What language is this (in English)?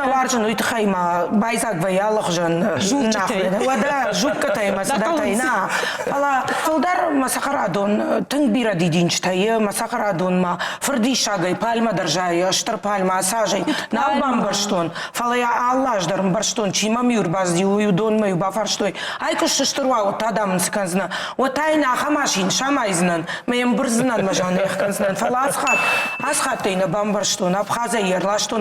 Ossetic